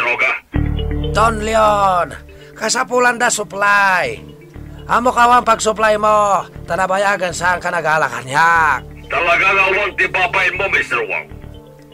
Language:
Iloko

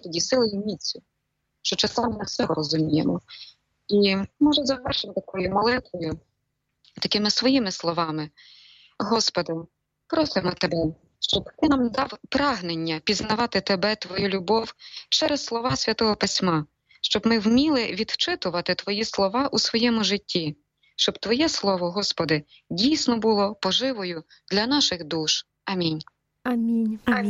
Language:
Ukrainian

